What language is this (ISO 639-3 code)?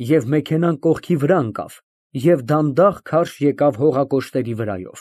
hye